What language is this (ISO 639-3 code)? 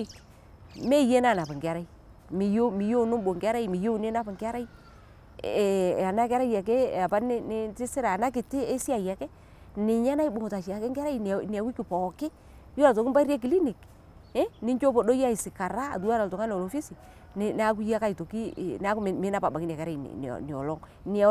mas